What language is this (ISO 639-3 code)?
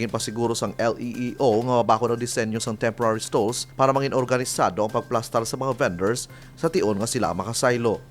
hil